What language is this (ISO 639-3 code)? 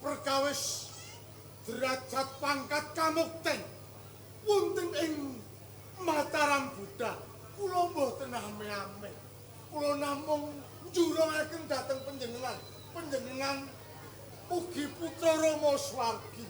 jav